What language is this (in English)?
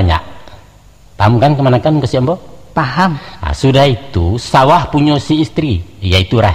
Minangkabau